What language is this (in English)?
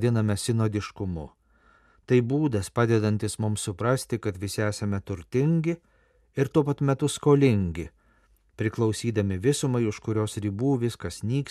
Lithuanian